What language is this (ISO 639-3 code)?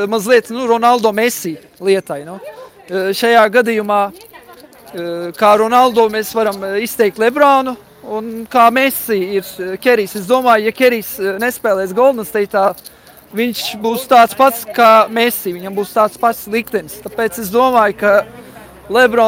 lav